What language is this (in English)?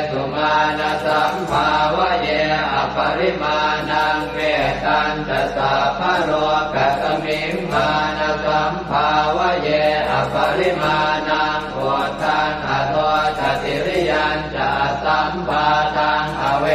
Pali